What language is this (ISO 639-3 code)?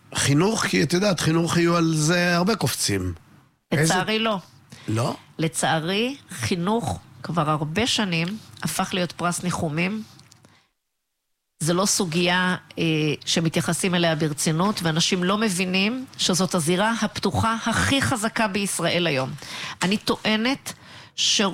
heb